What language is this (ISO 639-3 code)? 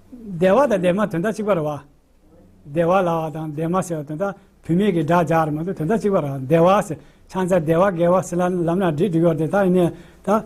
bod